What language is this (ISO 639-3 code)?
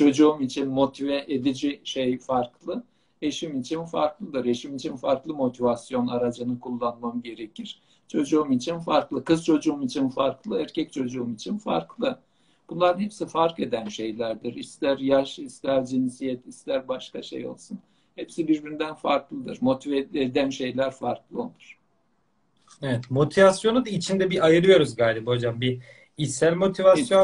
tur